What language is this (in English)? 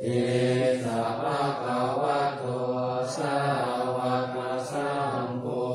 Pali